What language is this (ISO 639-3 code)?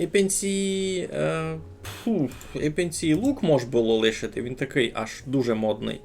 rue